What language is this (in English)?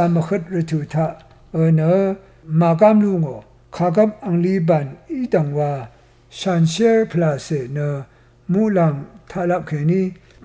Rawang